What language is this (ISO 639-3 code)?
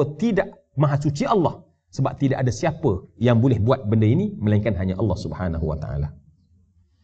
msa